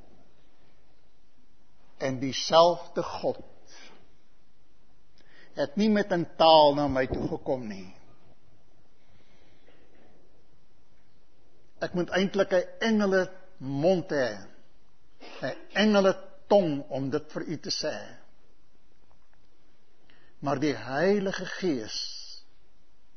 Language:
Afrikaans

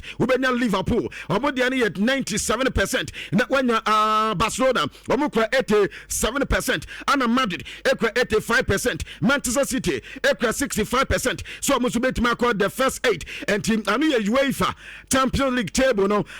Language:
Akan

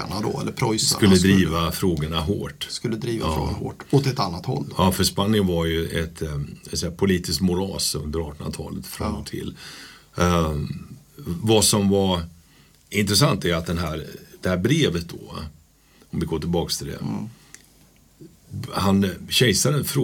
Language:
Swedish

